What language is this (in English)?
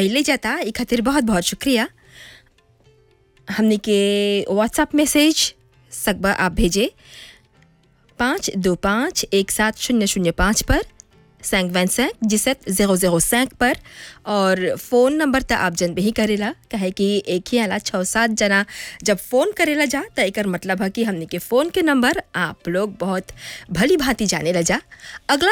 Bhojpuri